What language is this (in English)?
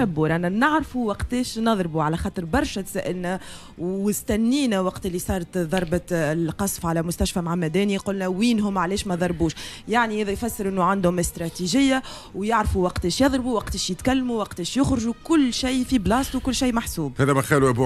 Tunisian Arabic